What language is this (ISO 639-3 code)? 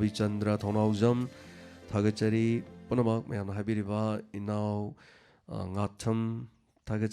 mni